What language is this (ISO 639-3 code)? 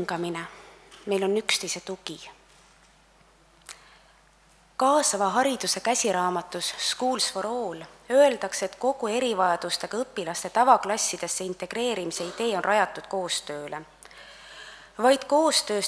est